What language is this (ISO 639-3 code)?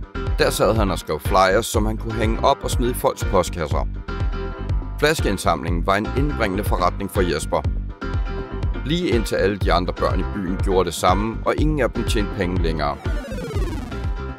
dan